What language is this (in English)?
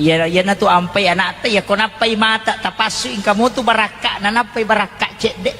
Buginese